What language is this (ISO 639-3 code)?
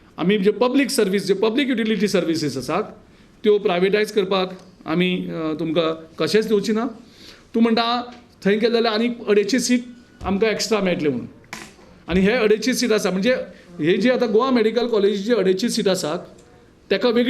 kok